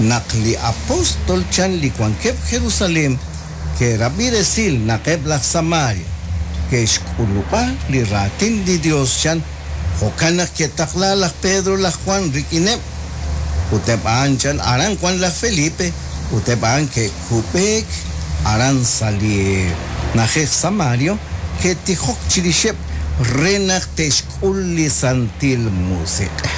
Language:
Kekchí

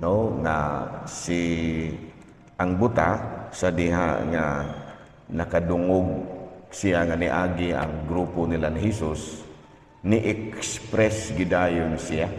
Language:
Cebuano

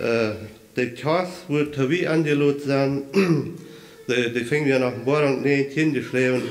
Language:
Plautdietsch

